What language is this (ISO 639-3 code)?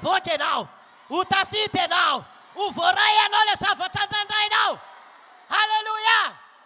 mlg